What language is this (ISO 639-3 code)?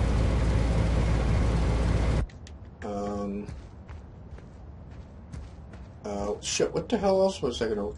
eng